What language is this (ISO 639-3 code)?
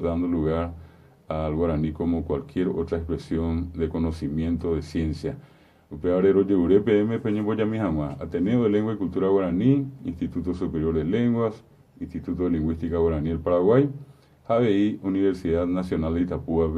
grn